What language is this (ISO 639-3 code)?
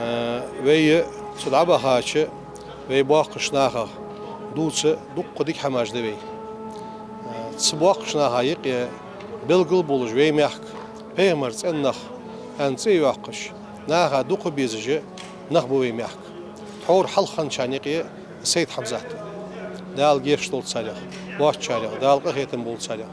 inh